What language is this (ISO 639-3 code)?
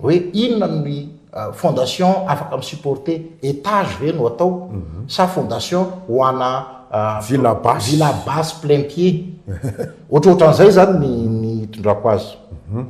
mlg